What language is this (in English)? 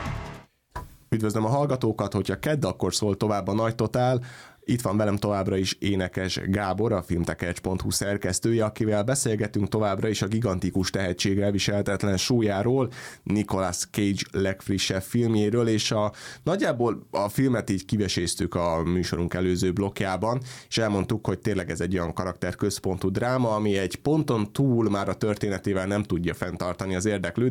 Hungarian